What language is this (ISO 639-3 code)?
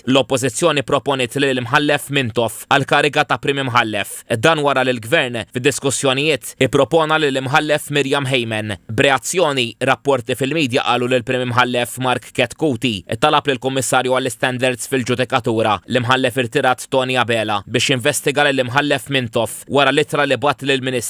mlt